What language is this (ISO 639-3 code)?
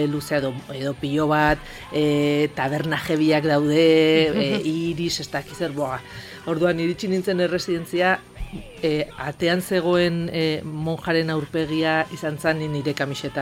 eus